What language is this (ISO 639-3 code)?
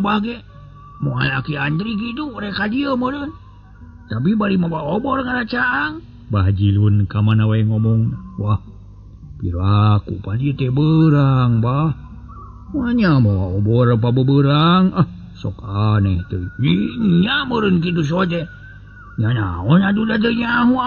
sun